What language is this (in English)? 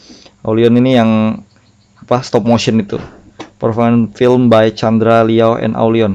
Banjar